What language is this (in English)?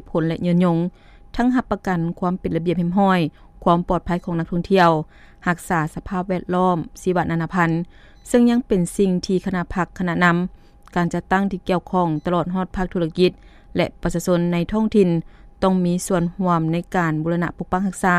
Lao